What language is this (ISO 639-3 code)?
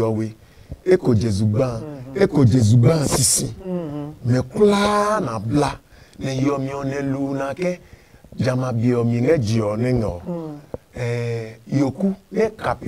ada